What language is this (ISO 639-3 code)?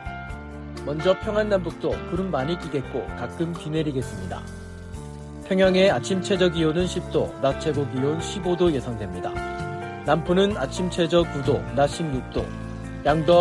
kor